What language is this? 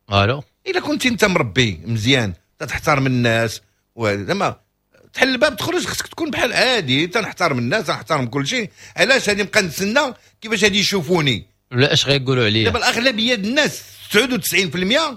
Moroccan Arabic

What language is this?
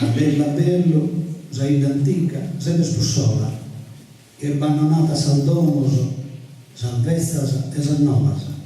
Sardinian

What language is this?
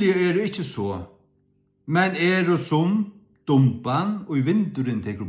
Faroese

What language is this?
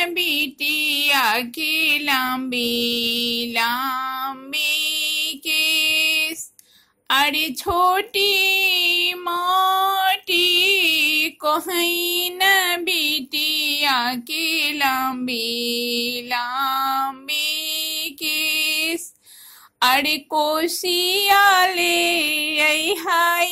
Bhojpuri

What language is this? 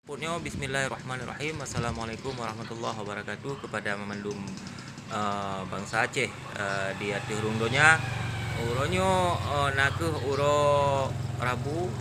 Achinese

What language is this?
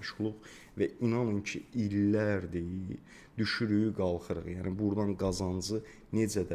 Azerbaijani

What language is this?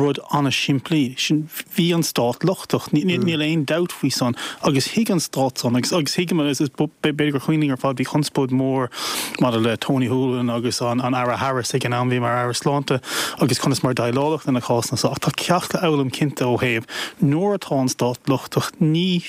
Irish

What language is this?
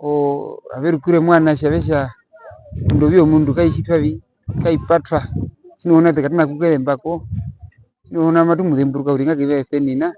Herero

